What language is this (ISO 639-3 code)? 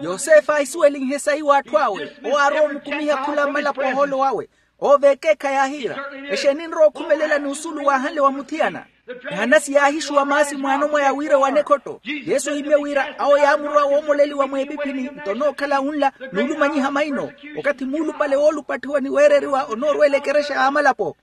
vmw